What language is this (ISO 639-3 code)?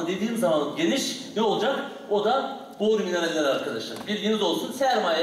tur